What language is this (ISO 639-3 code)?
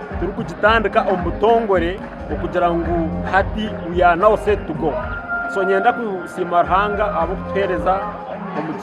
nyn